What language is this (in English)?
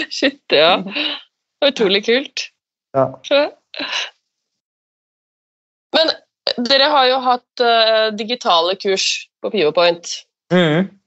Norwegian